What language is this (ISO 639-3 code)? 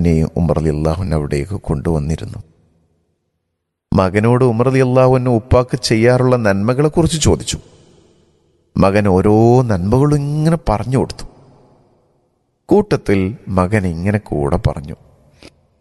mal